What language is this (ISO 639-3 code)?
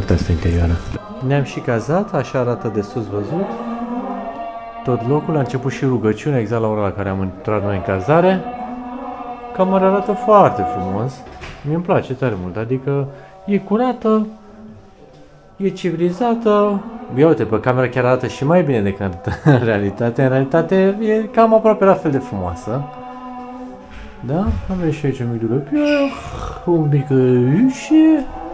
ron